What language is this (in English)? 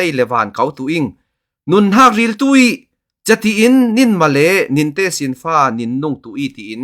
Falam Chin